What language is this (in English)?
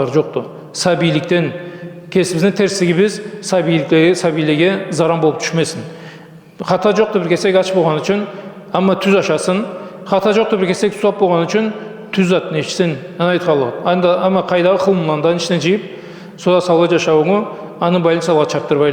Karachay-Balkar